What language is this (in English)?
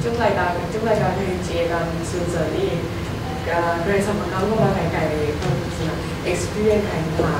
Kachin